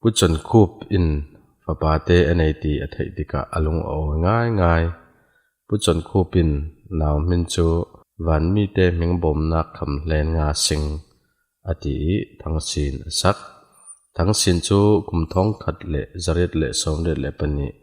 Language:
Falam Chin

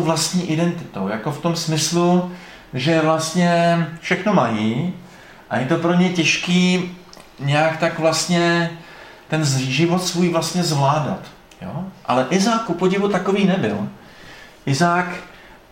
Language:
Czech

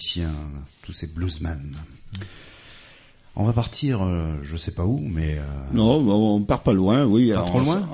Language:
French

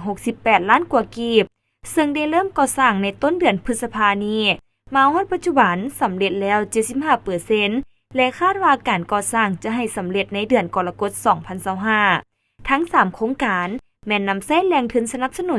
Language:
Lao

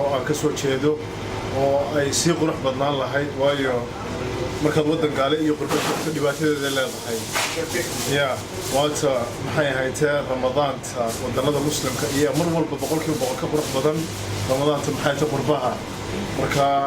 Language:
Somali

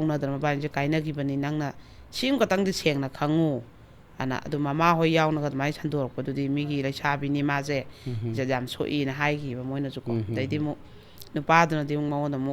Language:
Manipuri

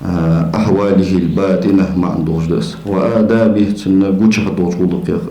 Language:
Ingush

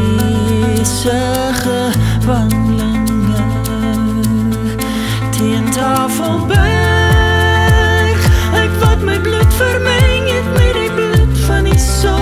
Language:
Afrikaans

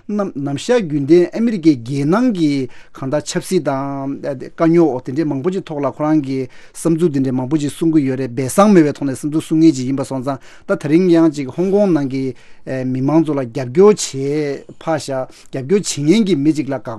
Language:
Tibetan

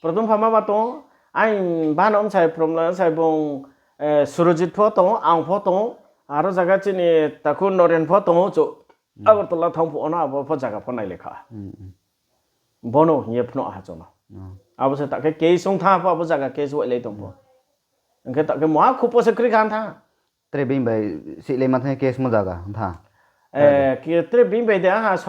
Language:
Riang (India)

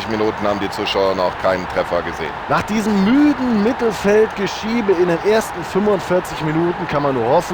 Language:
Bavarian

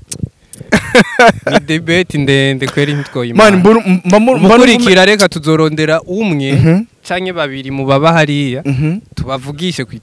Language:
Rundi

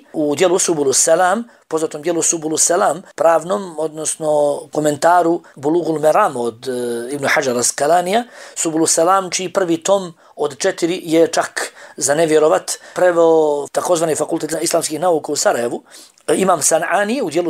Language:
Bosnian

